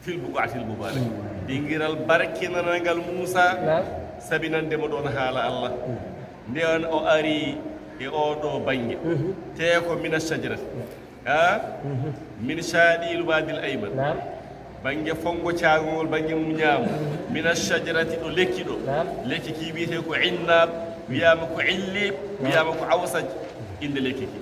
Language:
Fula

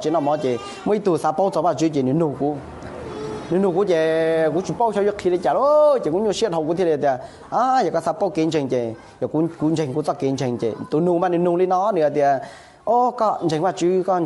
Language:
Hmong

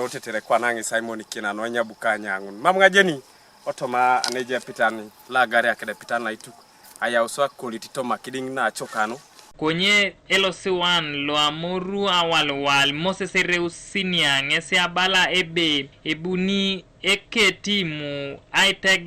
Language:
Teso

